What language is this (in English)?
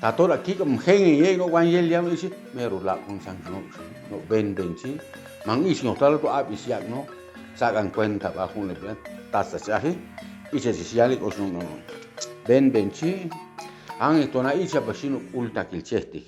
Chuj